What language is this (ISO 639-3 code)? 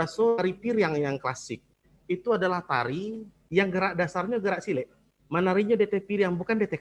min